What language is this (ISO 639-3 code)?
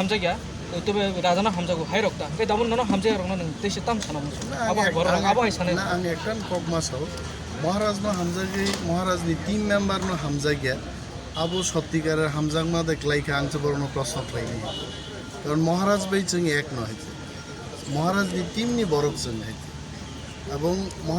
trp